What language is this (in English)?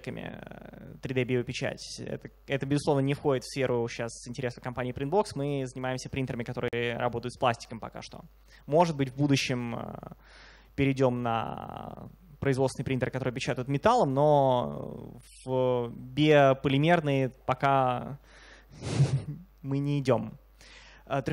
Russian